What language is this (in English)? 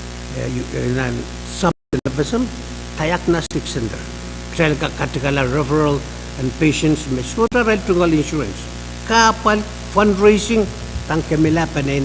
Pohnpeian